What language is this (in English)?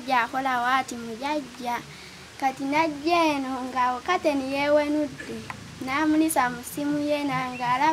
Ganda